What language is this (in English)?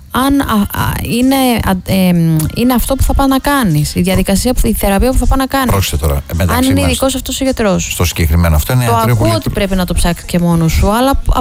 Greek